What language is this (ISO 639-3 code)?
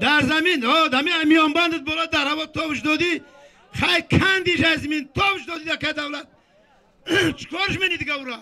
tgk